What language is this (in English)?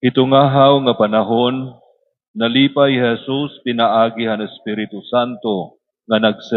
Waray